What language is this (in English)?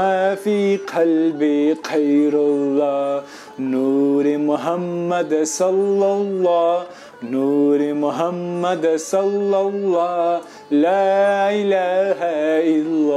Urdu